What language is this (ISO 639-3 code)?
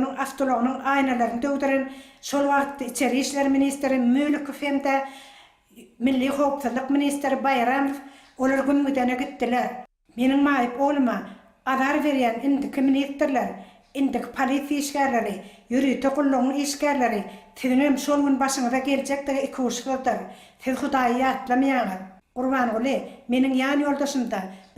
tuk